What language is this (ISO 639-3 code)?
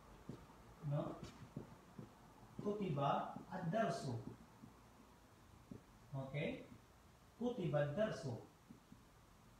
fil